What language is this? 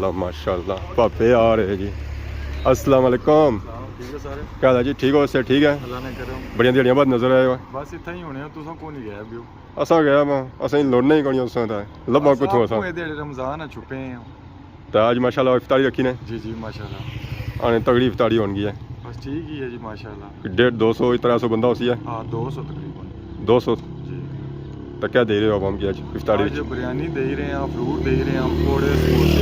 Pahari-Potwari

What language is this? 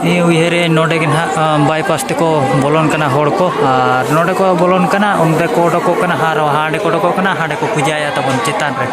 Santali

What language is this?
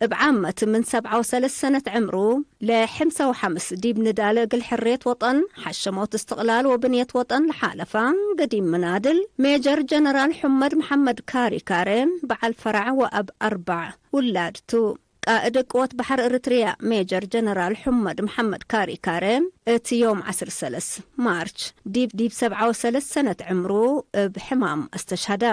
Tigre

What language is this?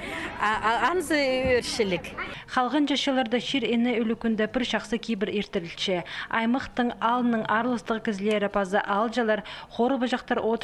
Khakas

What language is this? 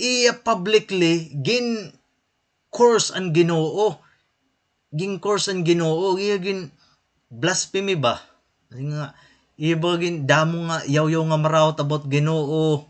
Waray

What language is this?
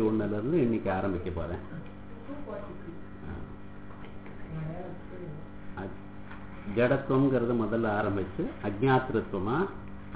Tamil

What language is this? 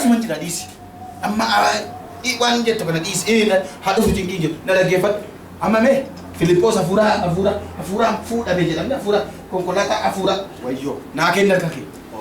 Oromo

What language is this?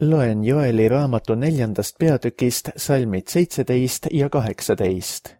Estonian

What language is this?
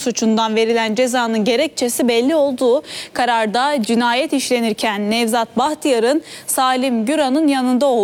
Turkish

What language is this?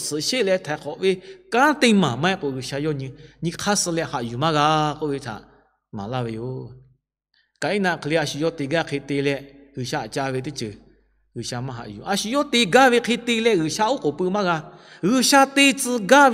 Lahu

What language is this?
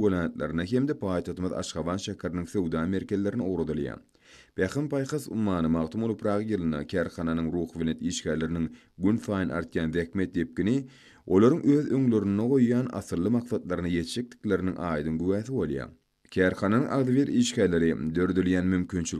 Turkmen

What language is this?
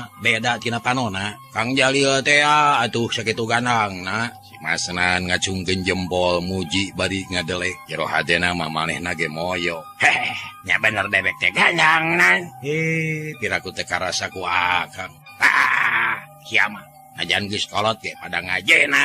Sundanese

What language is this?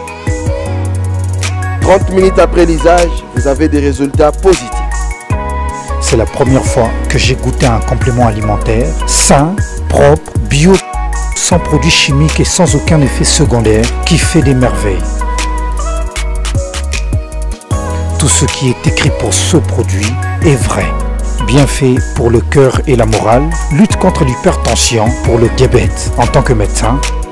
French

